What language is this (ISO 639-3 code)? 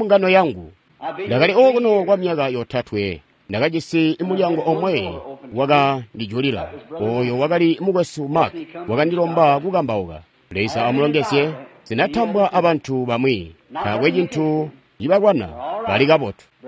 toi